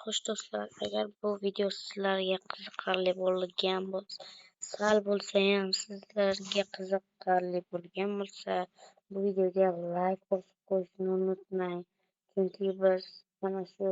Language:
Uzbek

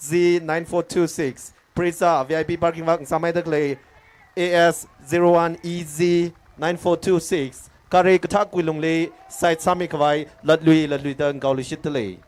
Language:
Tangkhul Naga (India)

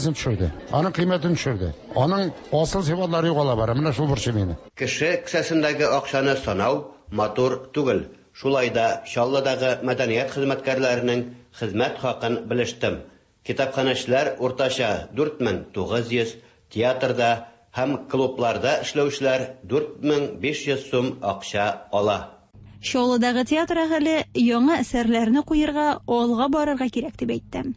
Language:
Tatar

